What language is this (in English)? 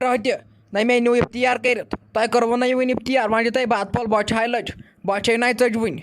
Kashmiri